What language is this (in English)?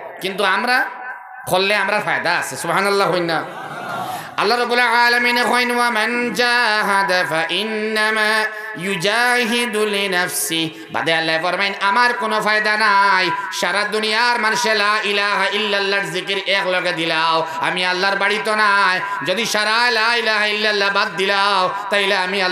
Sylheti